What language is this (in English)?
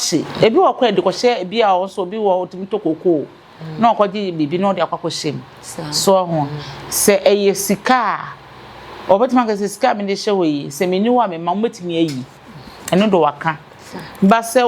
Akan